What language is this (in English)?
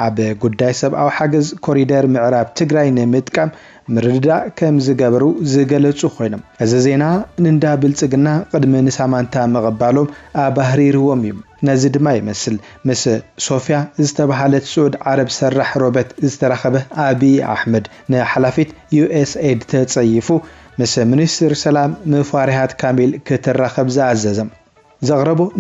Tigrinya